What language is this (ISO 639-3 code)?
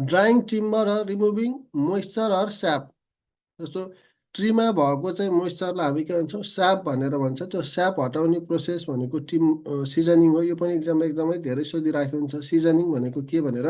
nep